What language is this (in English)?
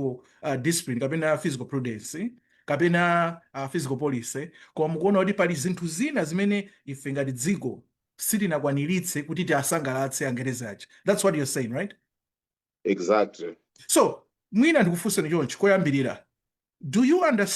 Nyanja